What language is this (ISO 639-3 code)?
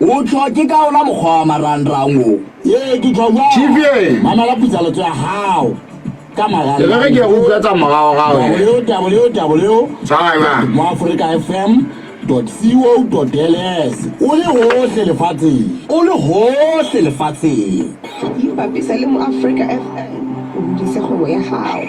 sot